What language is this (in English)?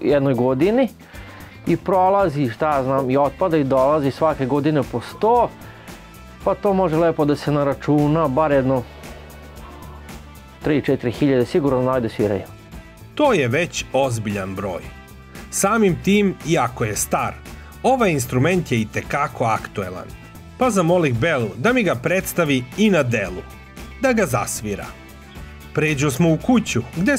Serbian